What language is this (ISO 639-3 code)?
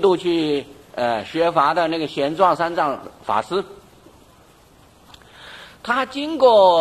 zho